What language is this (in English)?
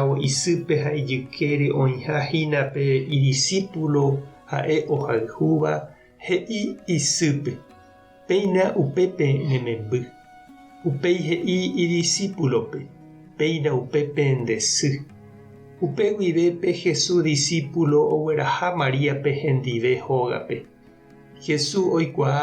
Guarani